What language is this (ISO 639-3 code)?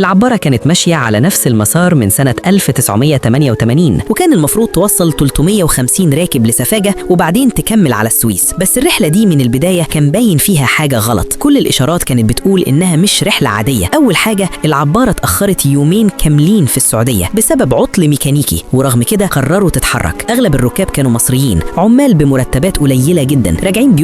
arz